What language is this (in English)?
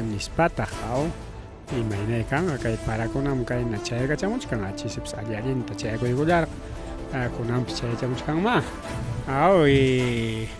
Ayacucho Quechua